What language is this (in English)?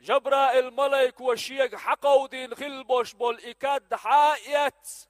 Chechen